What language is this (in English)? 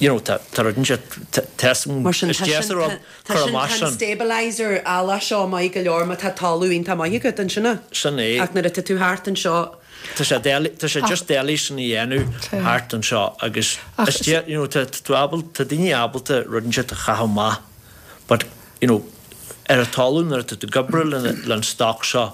Irish